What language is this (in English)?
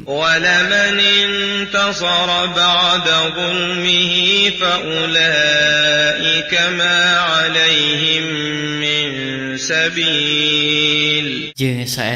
Sundanese